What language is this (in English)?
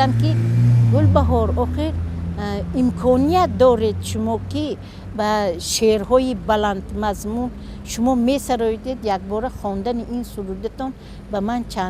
Tajik